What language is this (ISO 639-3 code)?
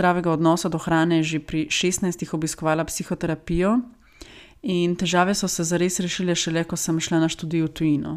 slv